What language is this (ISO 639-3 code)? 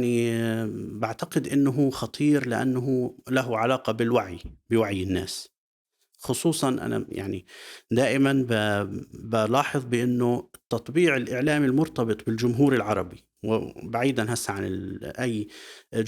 apc